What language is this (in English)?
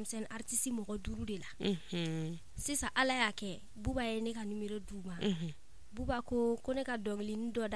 Bambara